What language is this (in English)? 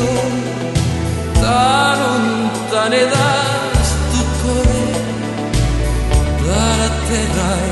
Italian